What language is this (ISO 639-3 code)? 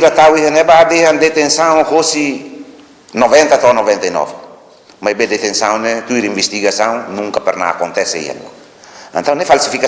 tet